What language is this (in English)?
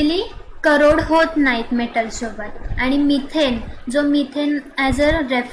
Marathi